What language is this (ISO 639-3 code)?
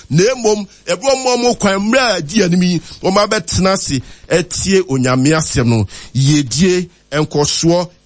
aka